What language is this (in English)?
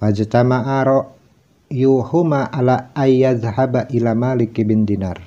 Sundanese